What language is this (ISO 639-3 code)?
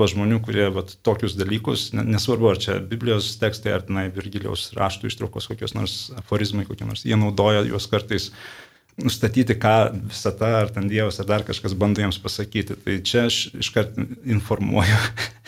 lit